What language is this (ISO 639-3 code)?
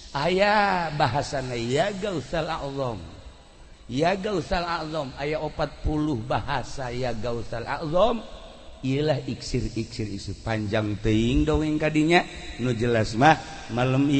sun